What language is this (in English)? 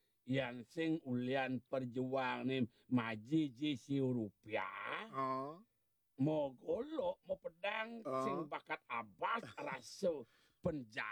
Balinese